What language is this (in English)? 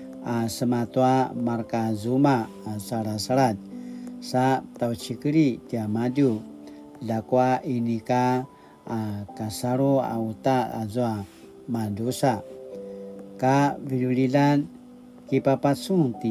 Paiwan